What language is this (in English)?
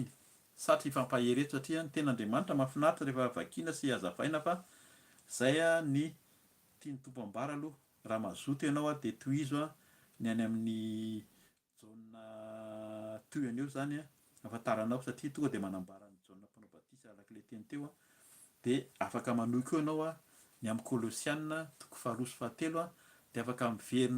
Malagasy